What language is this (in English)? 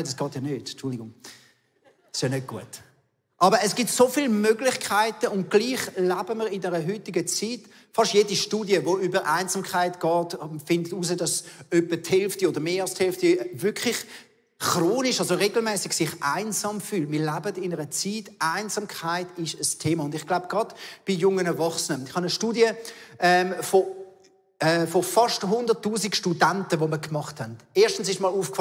Swiss German